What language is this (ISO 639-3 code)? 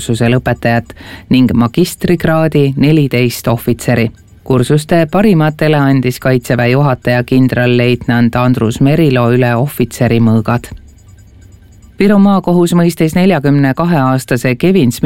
est